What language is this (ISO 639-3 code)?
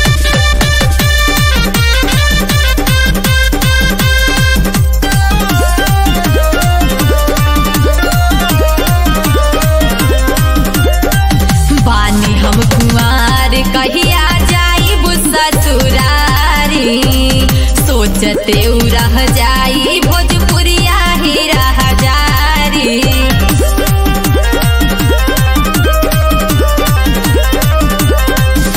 bho